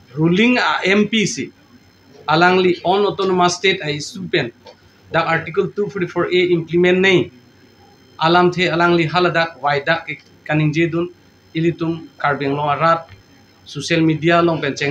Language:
Karbi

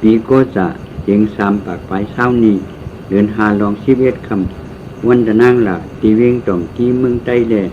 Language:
Shan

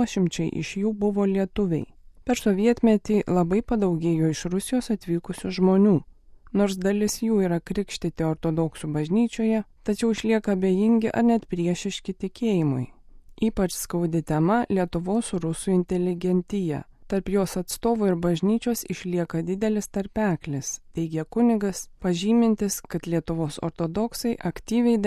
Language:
Lithuanian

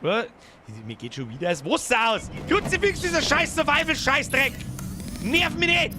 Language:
Bavarian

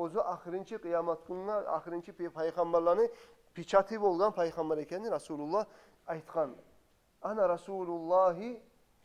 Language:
Kumyk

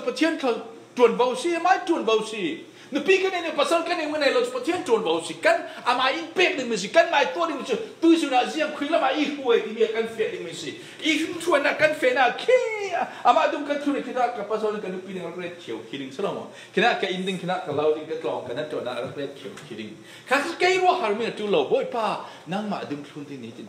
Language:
Falam Chin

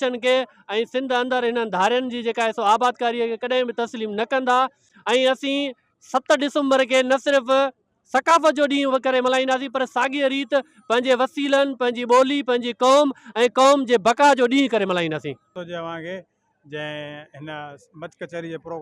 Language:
Sindhi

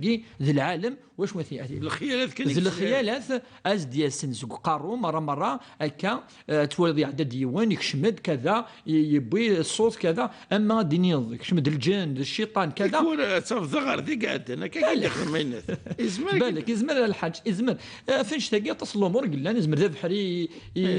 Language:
Kabyle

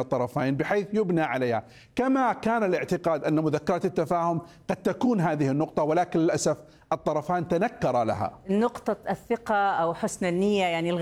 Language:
Arabic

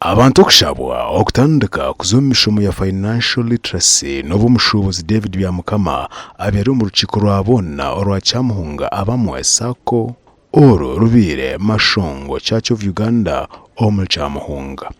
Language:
Nyankole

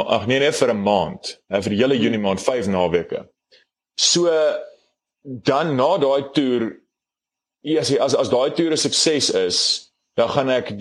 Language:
Afrikaans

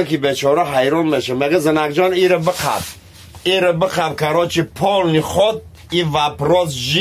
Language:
Tajik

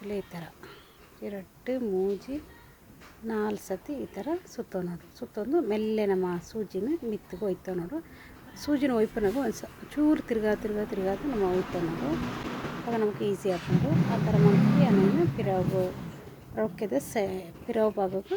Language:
Tulu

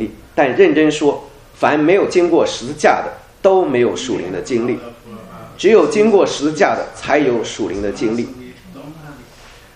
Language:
Chinese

